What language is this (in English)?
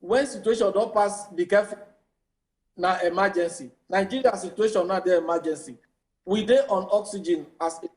Nigerian Pidgin